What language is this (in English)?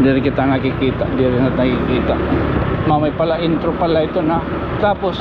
Waray